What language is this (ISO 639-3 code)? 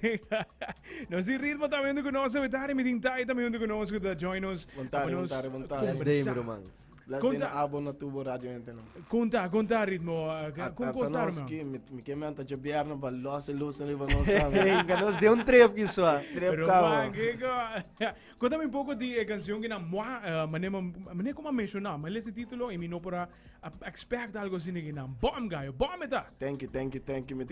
pap